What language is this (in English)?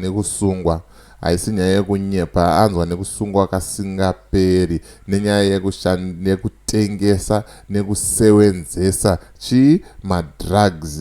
Shona